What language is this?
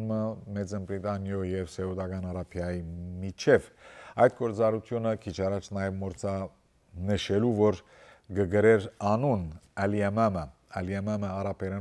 Western Armenian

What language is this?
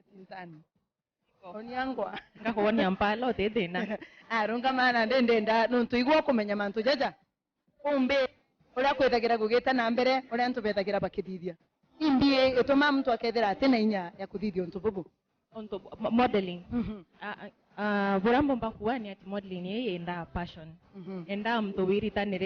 Meru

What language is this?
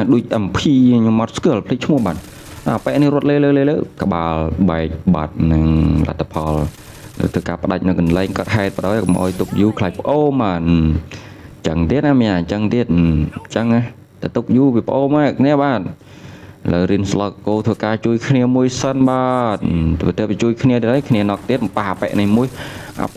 Khmer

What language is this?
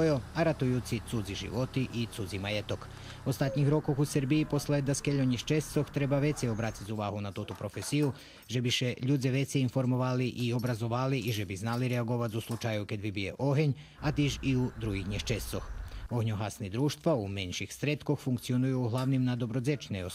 Rusyn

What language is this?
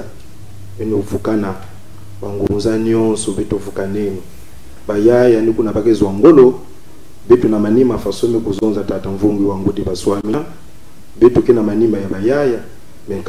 Kituba (Congo)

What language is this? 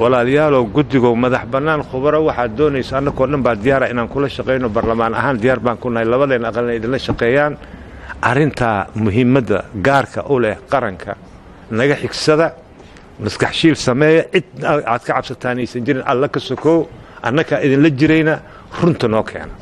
Somali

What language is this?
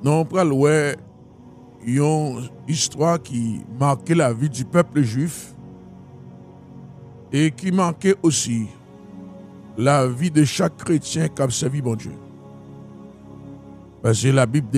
French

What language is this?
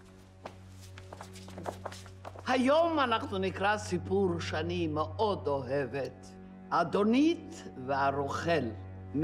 Hebrew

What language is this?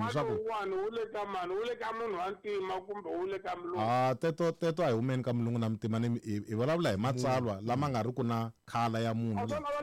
Tsonga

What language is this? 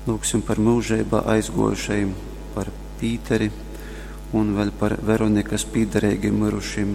Latgalian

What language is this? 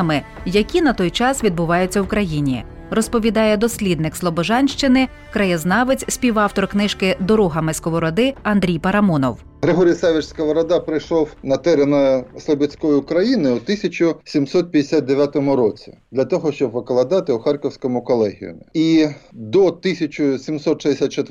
Ukrainian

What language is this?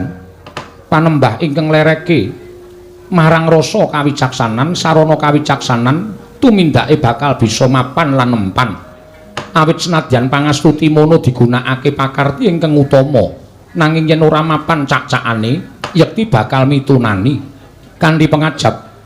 Javanese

